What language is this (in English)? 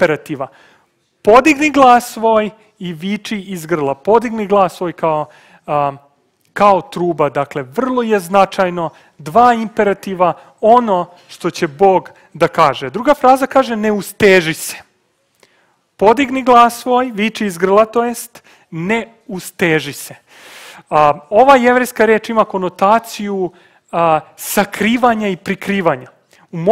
Serbian